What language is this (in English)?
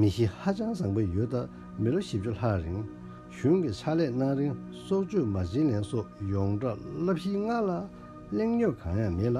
Tibetan